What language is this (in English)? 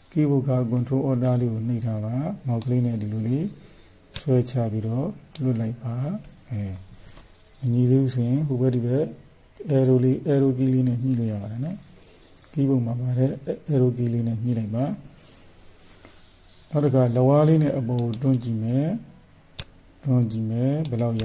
Burmese